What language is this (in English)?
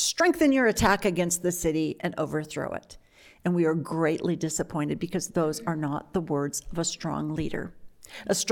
English